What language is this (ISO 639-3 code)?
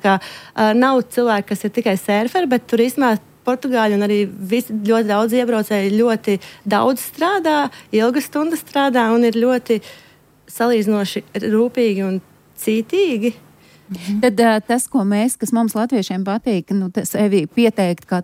lav